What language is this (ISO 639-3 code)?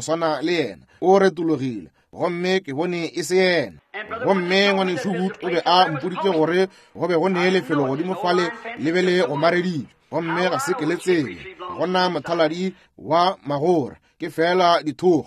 nso